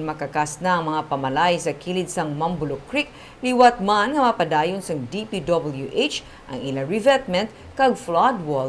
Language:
Hiligaynon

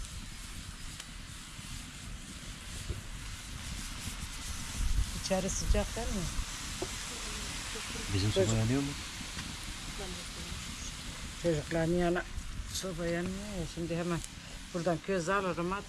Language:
Turkish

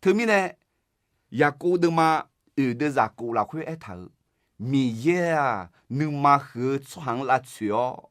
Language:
Akha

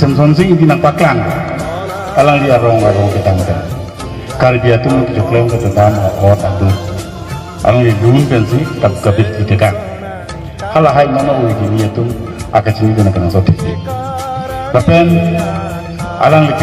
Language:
Karbi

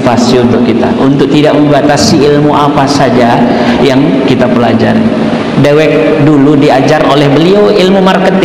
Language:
Sasak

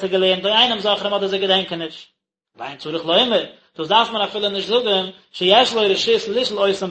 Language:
Yiddish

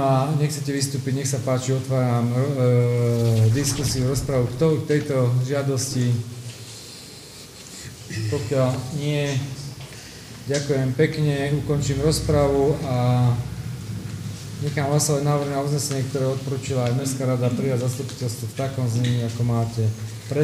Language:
Slovak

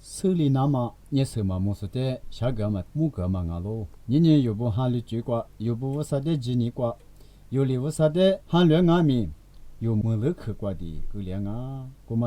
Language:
Lisu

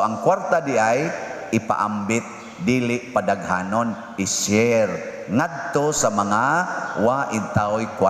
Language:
Cebuano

